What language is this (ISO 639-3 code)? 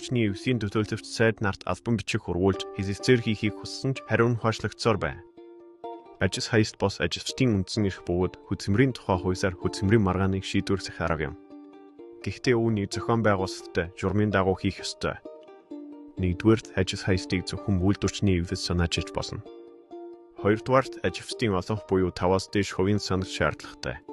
mon